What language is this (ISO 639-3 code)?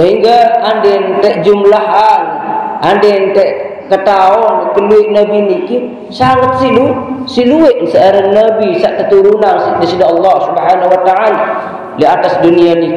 sas